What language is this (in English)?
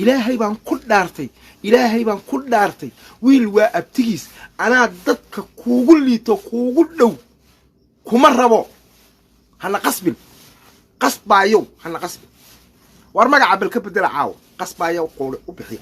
Somali